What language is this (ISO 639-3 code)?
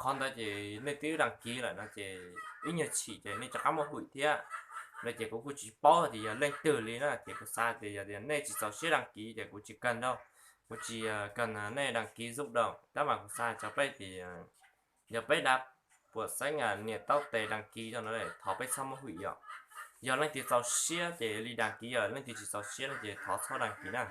hmn